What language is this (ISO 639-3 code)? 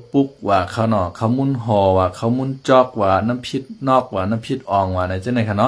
shn